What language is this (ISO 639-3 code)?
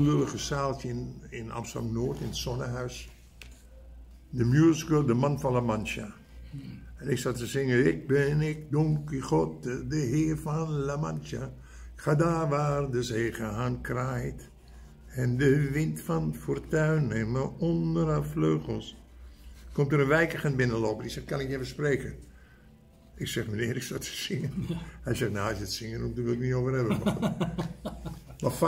nld